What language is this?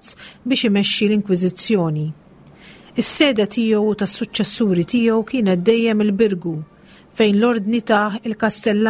Maltese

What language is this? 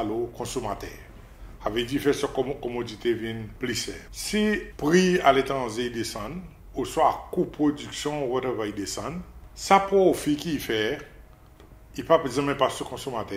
Seselwa Creole French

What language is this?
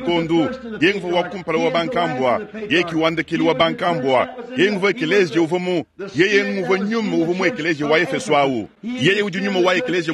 Luba-Lulua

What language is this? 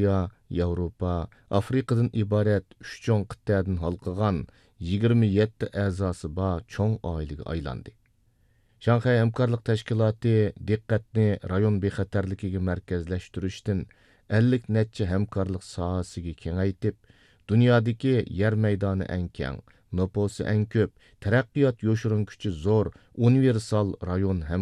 Uyghur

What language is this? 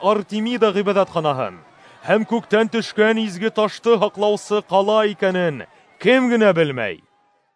Bashkir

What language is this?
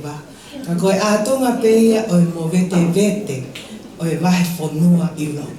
Tongan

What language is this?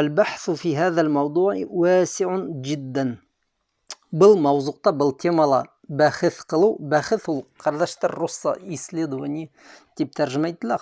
Bashkir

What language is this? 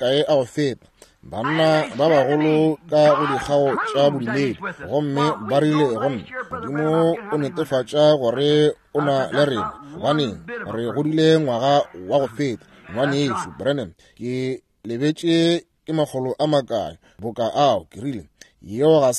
Northern Sotho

